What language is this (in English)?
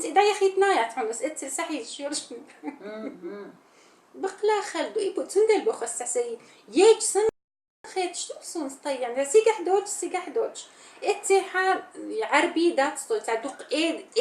Chechen